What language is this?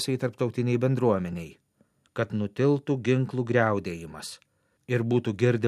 Lithuanian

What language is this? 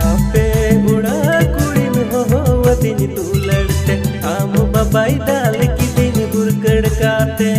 Santali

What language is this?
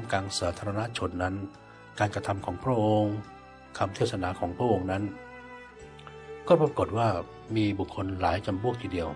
Thai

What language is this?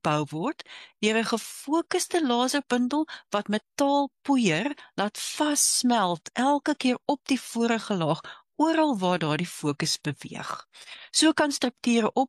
Afrikaans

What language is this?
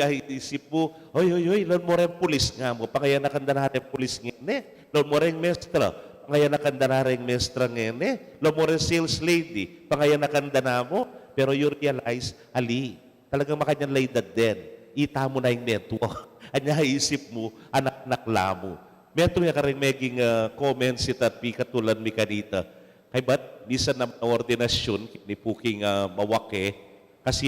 Pampanga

